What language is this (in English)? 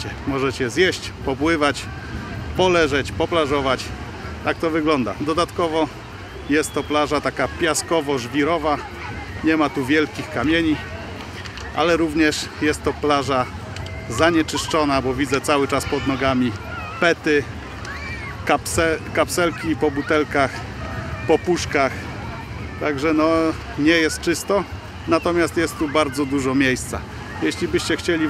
Polish